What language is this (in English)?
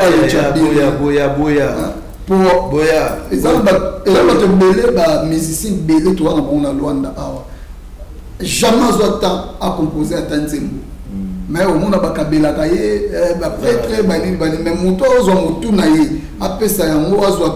Lingala